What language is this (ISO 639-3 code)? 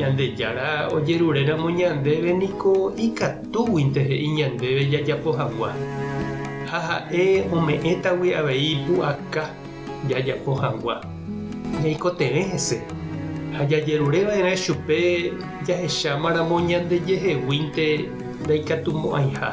grn